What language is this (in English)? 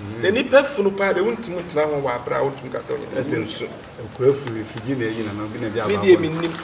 Akan